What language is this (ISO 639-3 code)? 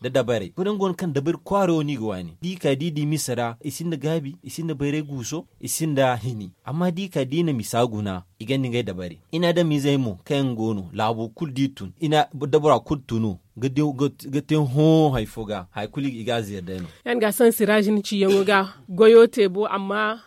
dje